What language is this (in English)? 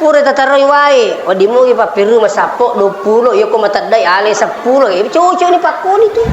Buginese